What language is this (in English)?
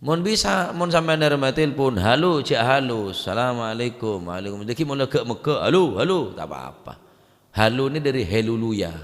Madurese